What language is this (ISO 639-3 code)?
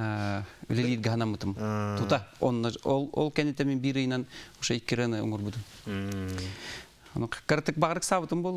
sah